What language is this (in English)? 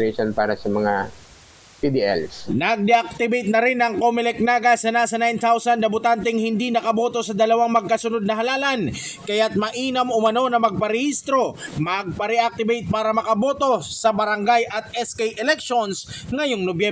Bikol